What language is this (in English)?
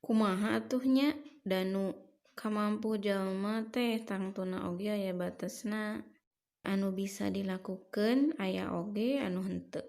Sundanese